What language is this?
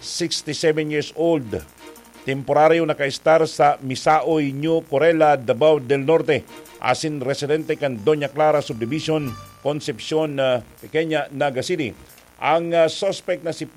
Bikol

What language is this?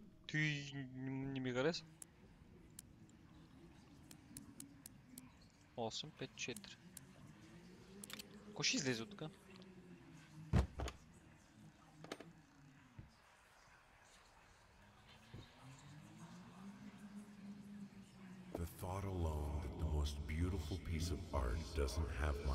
Bulgarian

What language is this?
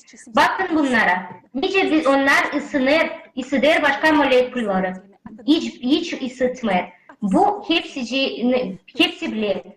Gagauz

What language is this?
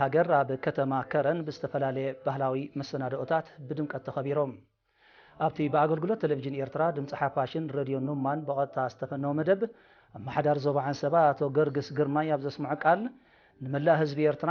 Tigrinya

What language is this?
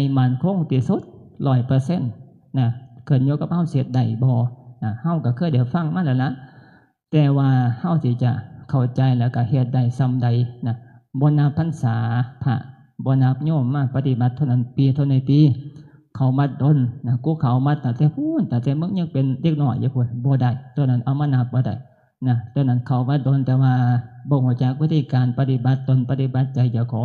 Northeastern Thai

